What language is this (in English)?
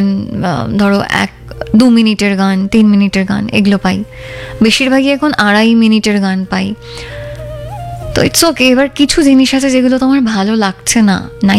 Bangla